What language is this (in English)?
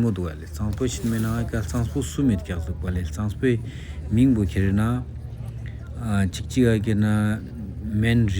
Ladakhi